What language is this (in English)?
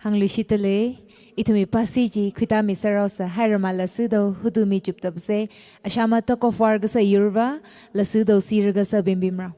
Tangkhul Naga (India)